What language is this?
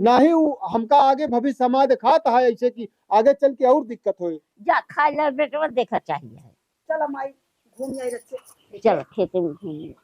Awadhi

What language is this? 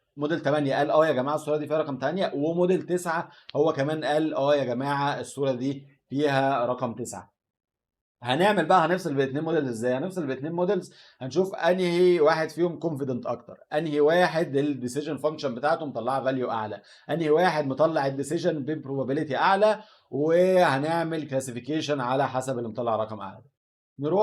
Egyptian Arabic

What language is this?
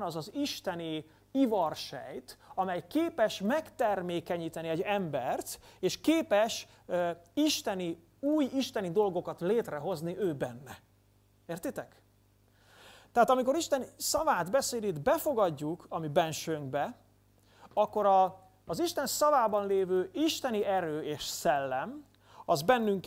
Hungarian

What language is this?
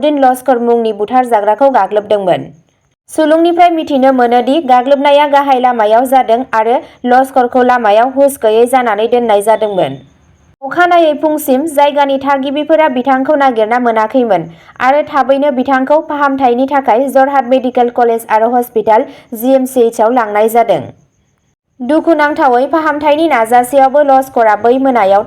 Bodo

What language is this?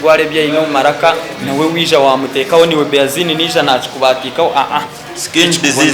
Nyankole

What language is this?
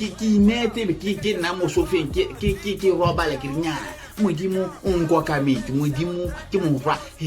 Tswana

